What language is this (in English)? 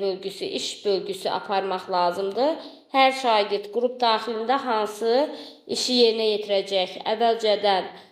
Azerbaijani